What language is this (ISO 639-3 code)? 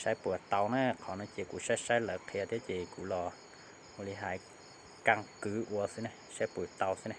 hmn